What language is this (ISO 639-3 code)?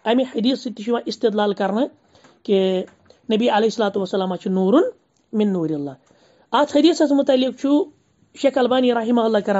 kas